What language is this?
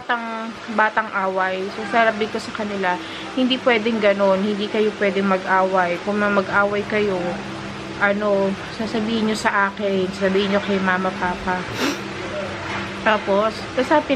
Filipino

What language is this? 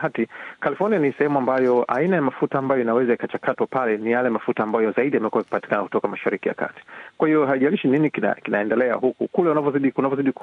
Swahili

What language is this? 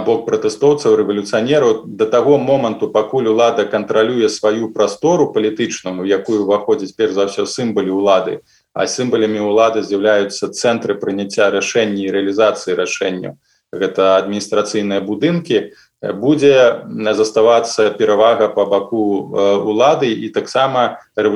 Belarusian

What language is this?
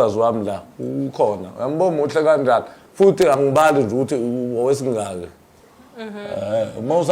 Zulu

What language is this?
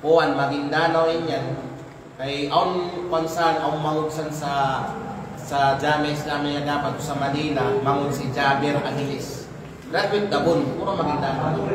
Kalagan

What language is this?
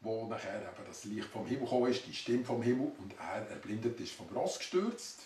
Swiss German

